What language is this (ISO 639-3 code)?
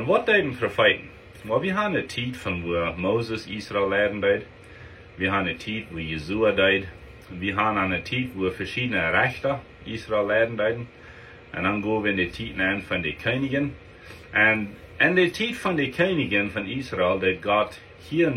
pdt